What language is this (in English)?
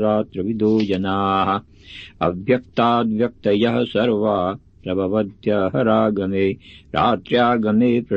Sanskrit